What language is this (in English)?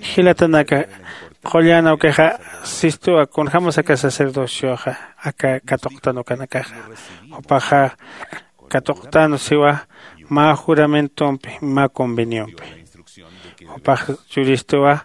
Aymara